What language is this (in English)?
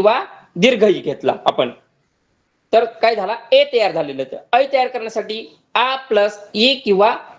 Marathi